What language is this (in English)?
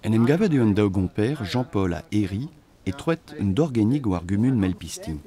Breton